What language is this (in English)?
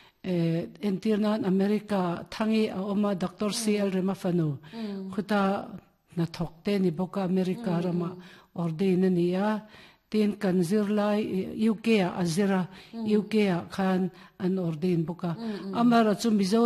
Mizo